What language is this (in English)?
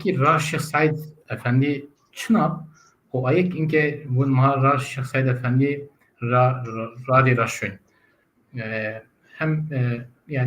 Zaza